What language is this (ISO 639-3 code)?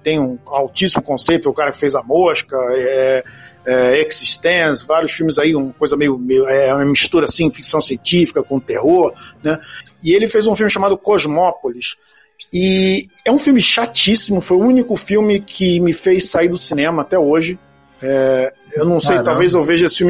por